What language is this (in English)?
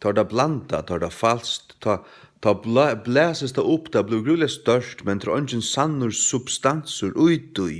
Faroese